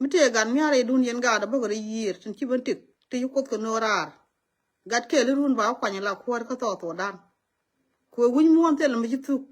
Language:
Nuer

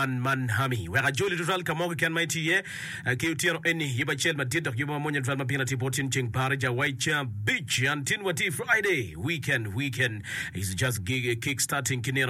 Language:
Acoli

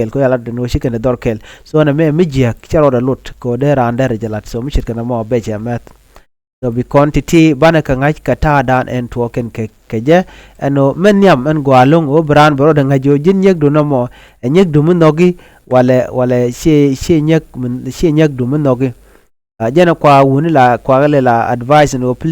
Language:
Nuer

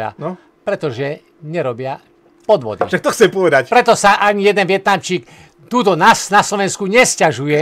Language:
Slovak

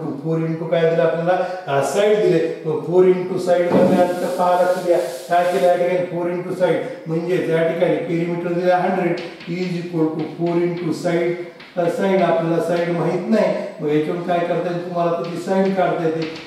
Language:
Marathi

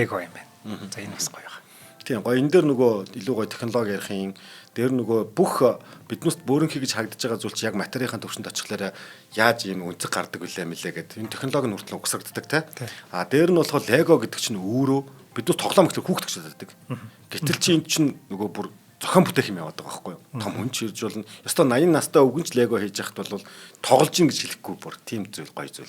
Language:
Mongolian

